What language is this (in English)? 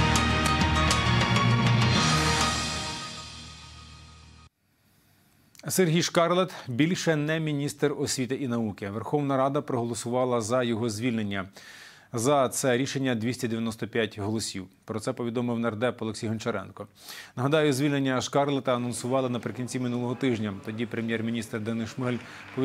Ukrainian